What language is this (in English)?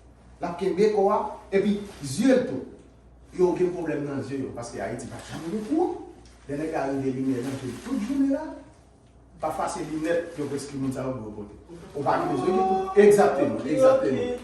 Haitian Creole